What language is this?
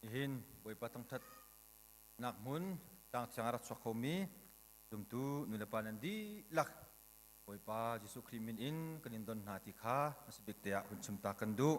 Hakha Chin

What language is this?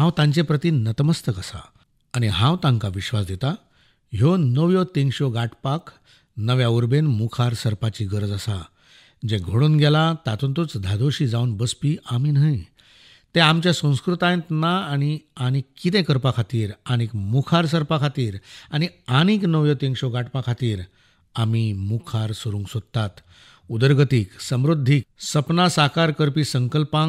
Konkani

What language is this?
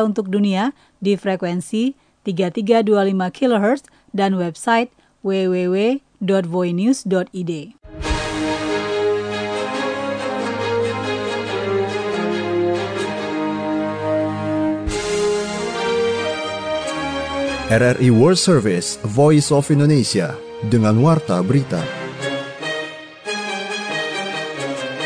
Indonesian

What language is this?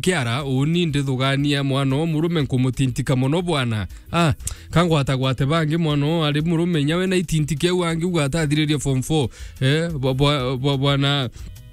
Meru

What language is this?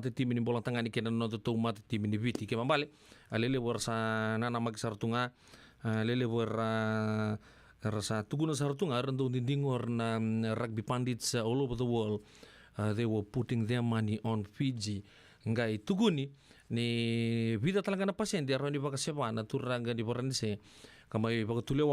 Fijian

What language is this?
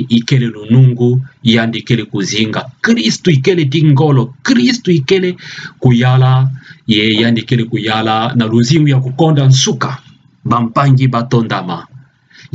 Kituba (Democratic Republic of Congo)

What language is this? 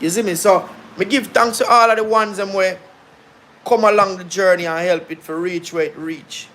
Jamaican Creole English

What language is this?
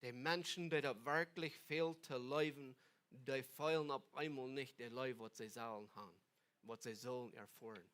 Plautdietsch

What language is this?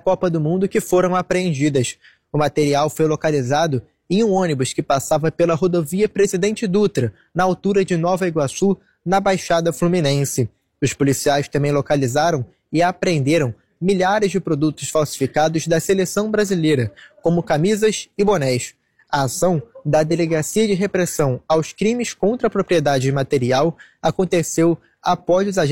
Portuguese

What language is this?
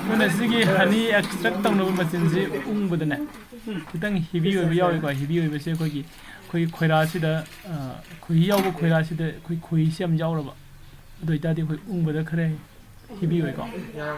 Manipuri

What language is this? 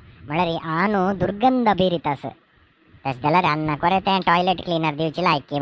Konkani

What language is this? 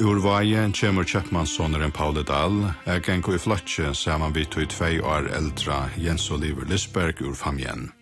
Faroese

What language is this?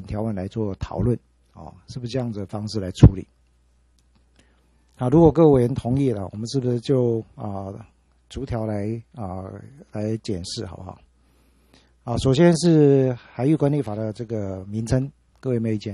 Chinese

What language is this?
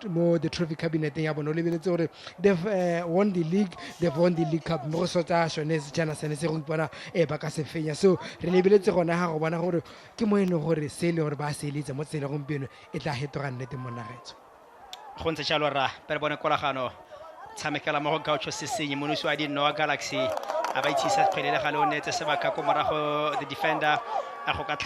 Tswana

